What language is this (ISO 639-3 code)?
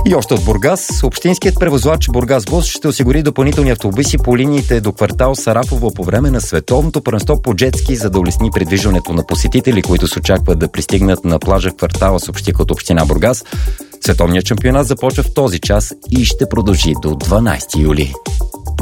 bul